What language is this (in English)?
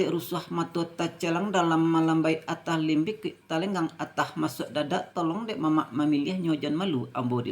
Minangkabau